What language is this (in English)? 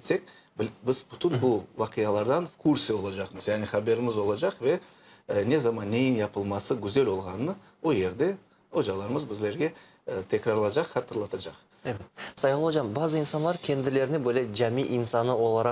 Crimean Tatar